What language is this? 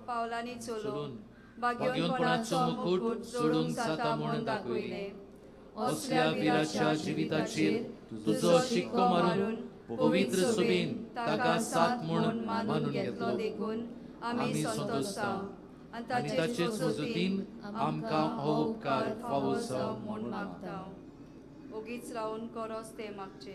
Konkani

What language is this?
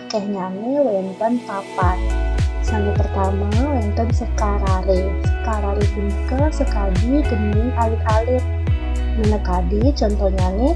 Balinese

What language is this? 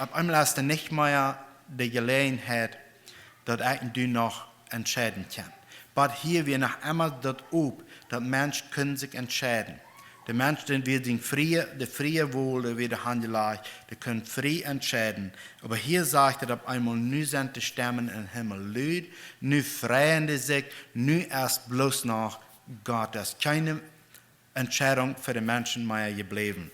Plautdietsch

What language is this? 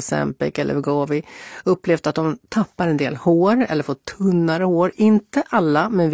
Swedish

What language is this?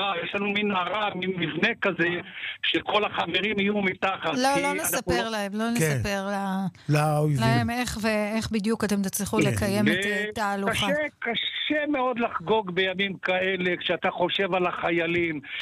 Hebrew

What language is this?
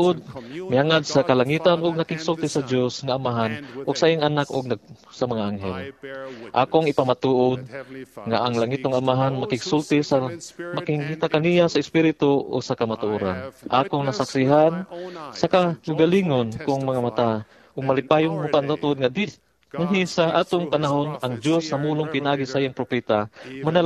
Cebuano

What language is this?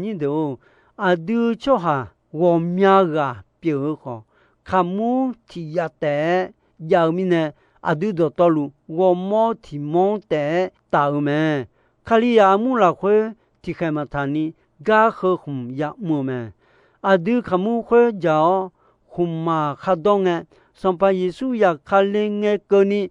Akha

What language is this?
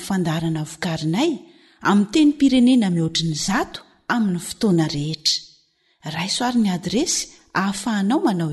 Malagasy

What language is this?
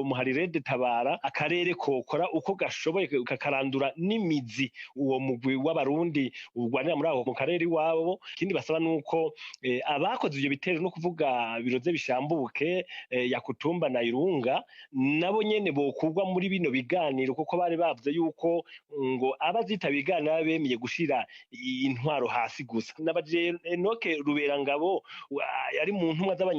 Rundi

